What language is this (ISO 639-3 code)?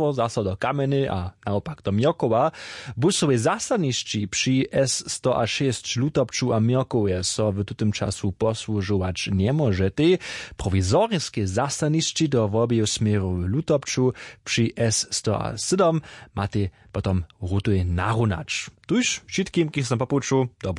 hsb